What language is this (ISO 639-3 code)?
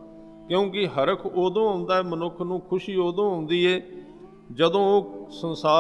pan